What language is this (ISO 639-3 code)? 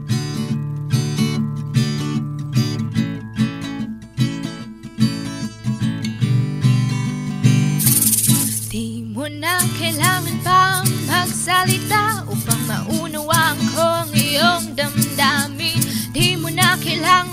fil